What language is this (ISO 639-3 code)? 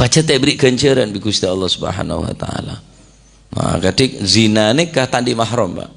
mad